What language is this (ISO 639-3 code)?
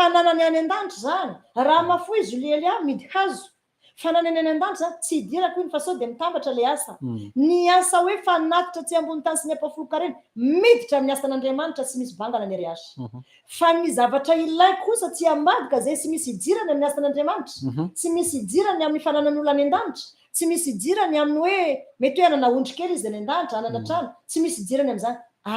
mlg